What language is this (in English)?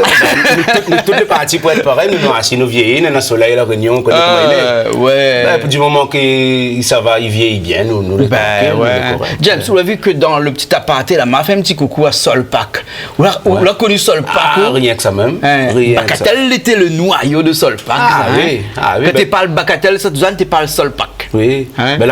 Réunion Creole French